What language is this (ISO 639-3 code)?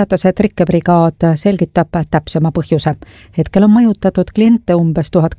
est